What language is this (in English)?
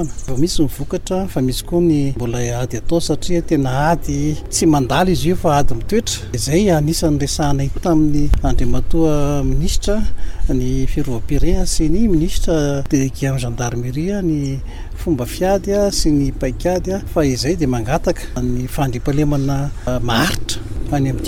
Malagasy